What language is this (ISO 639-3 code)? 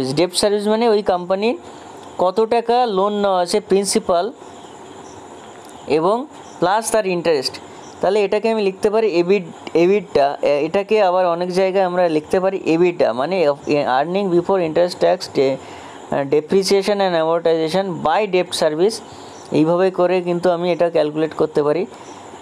ben